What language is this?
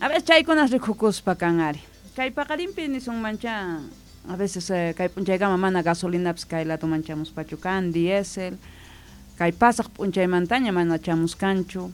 South Bolivian Quechua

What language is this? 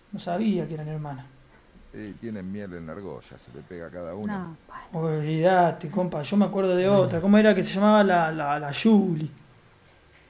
Spanish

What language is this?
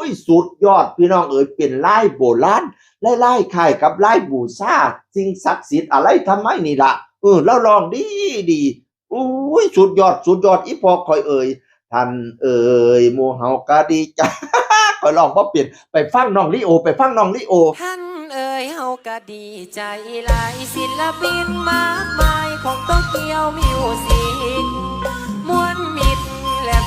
Northeastern Thai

